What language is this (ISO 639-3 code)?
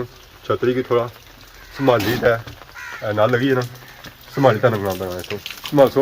phr